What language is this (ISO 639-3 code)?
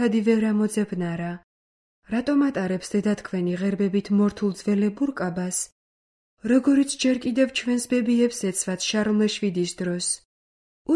kat